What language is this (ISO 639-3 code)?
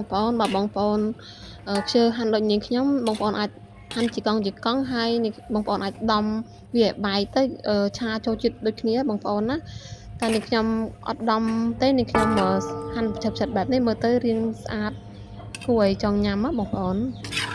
khm